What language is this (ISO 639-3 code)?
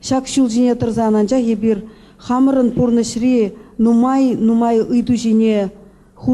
chv